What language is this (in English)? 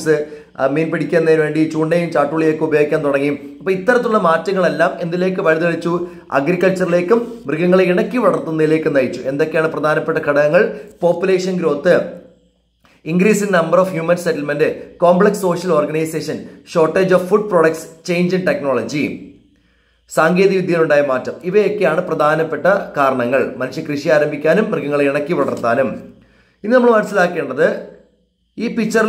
Malayalam